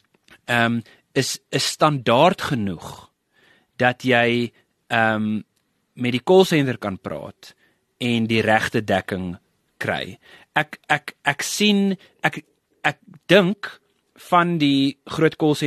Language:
Afrikaans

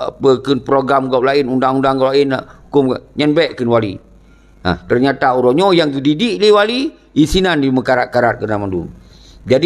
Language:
Achinese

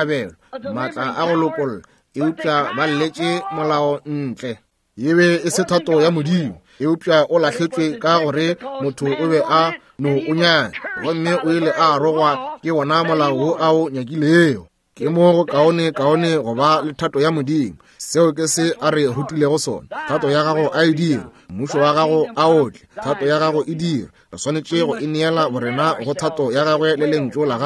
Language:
Northern Sotho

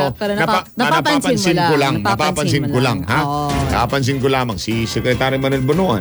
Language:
Filipino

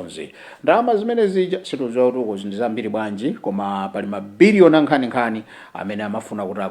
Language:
Nyanja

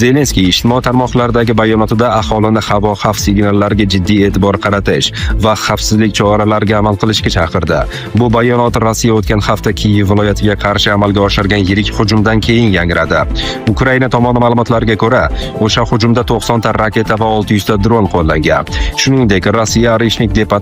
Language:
Uzbek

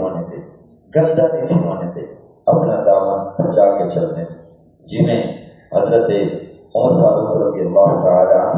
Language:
Saraiki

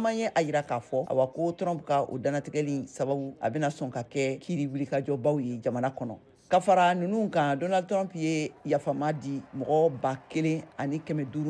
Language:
Bambara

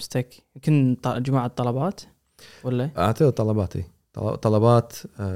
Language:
Gulf Arabic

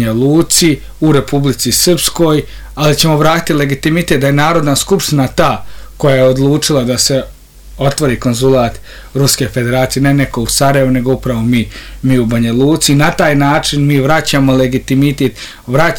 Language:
Serbian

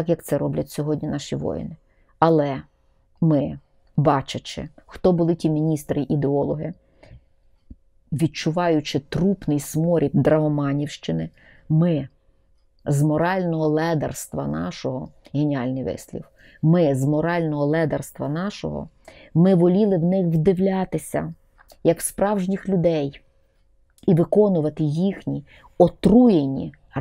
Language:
Ukrainian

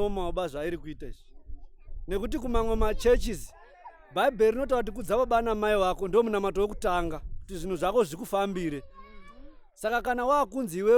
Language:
Shona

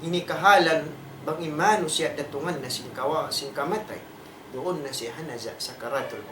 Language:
Tausug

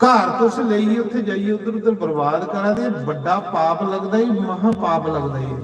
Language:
Dogri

